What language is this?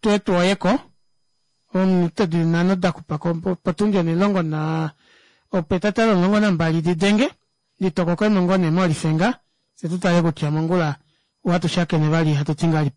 Kuanyama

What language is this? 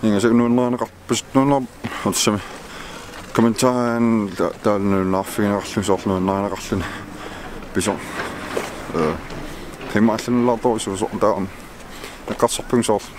Kalaallisut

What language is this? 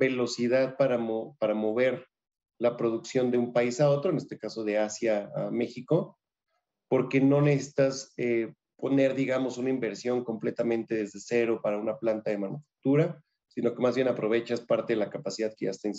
Spanish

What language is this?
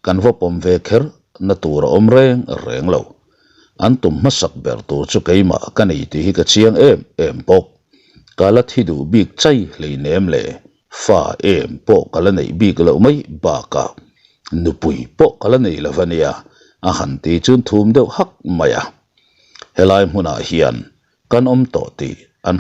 Mizo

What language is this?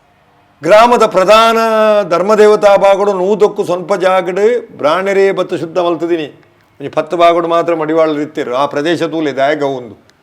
Tulu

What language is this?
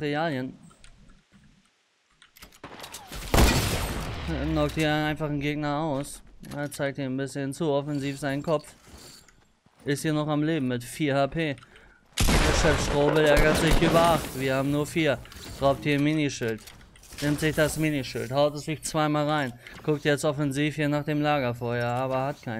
German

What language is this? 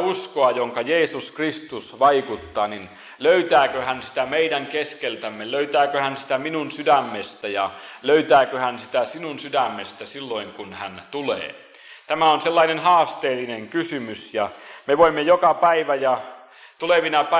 Finnish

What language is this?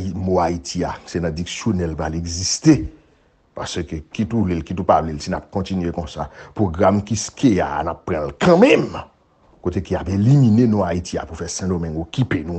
Haitian Creole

